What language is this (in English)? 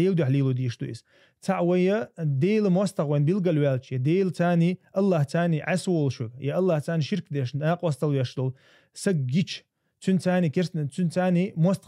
Chechen